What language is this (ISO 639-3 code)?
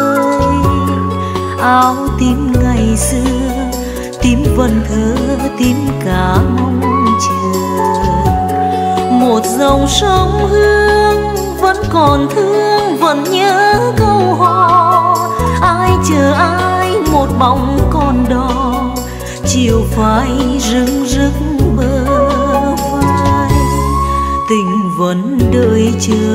vie